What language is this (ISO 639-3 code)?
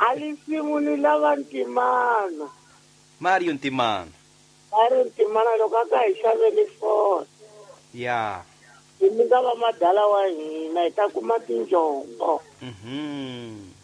tso